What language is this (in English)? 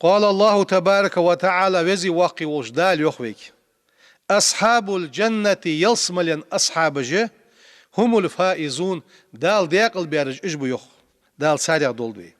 Ingush